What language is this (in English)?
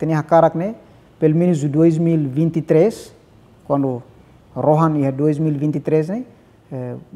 Tetum